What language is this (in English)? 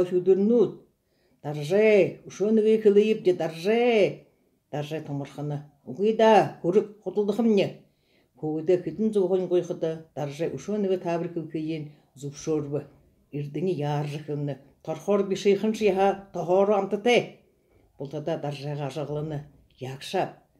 Buriat